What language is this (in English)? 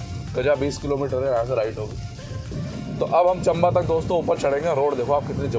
Hindi